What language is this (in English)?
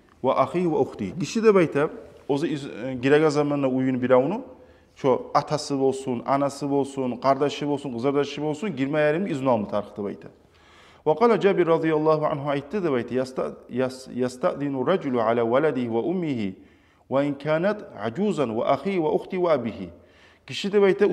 Kumyk